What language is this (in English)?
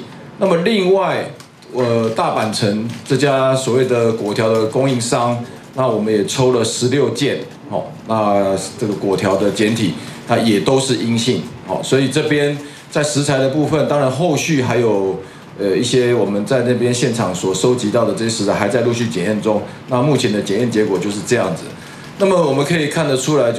Chinese